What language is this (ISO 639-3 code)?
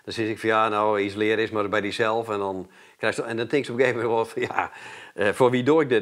fry